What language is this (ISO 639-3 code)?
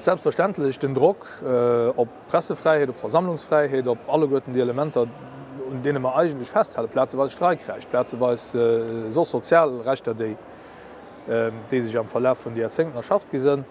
ltz